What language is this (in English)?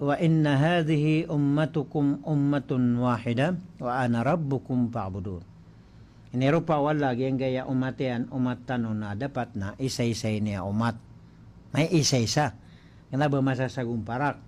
Maranao